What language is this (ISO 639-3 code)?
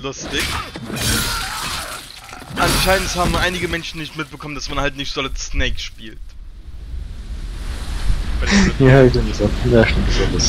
deu